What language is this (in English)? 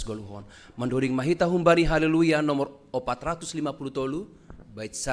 Batak Simalungun